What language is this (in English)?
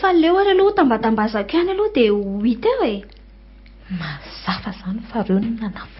Malagasy